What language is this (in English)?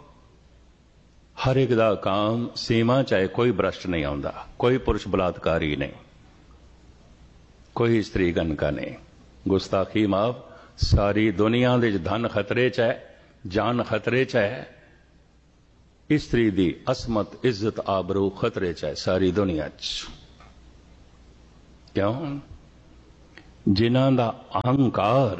Punjabi